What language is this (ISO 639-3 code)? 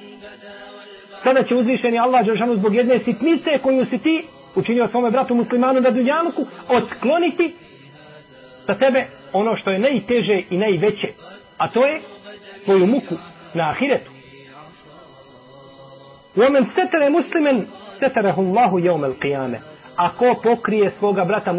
bos